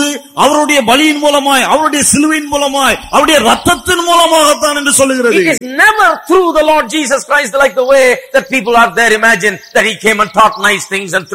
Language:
Tamil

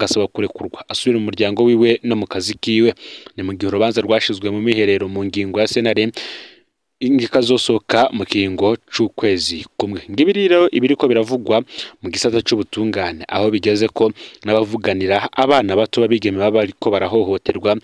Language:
Rundi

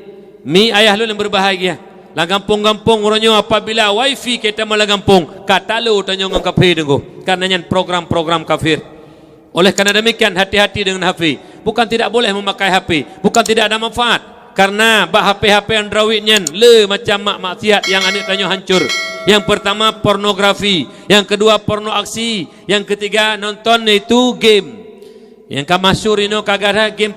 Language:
Achinese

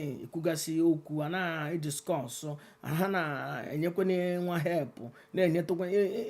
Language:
Igbo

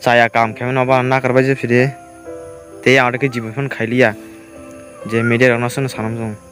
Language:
Kok Borok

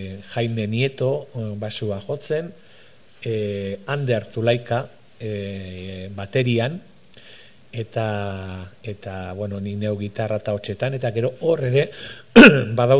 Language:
Basque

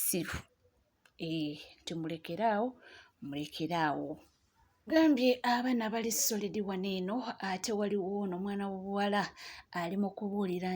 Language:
Ganda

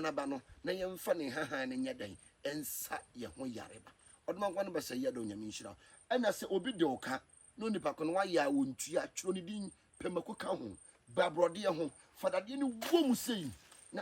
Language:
Akan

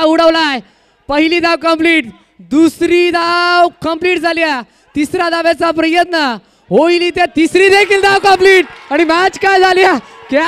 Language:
Marathi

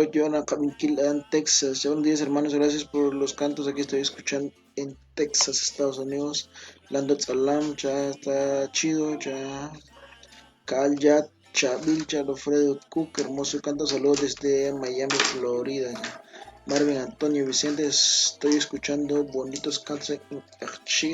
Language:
Kekchí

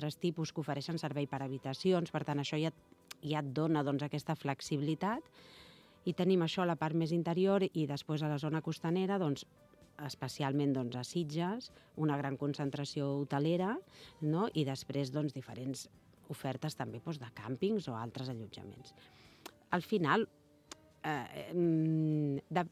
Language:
Catalan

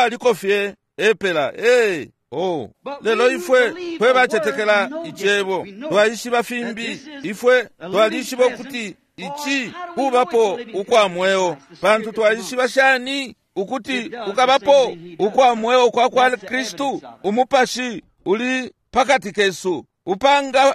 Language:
Bemba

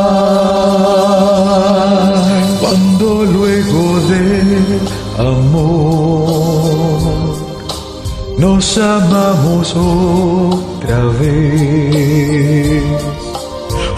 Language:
Spanish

